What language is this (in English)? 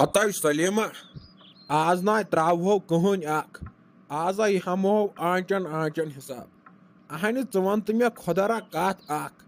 Kashmiri